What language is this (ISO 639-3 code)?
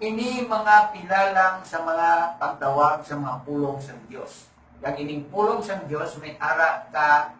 hil